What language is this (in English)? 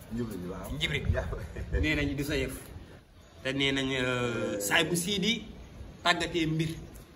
Wolof